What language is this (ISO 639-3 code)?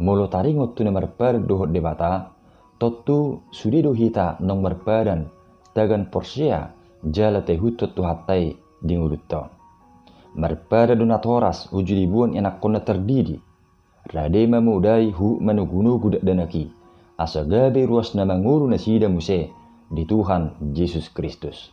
bbc